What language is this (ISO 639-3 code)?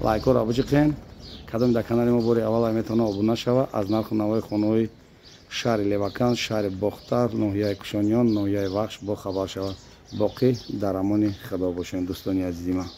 tgk